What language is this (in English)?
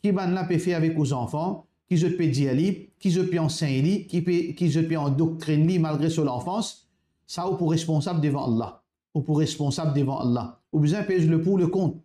Morisyen